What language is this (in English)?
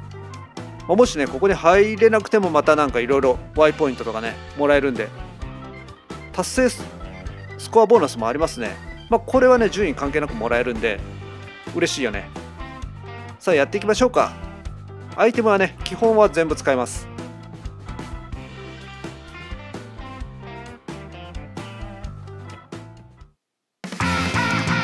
Japanese